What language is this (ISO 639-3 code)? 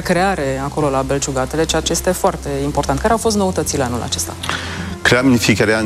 ron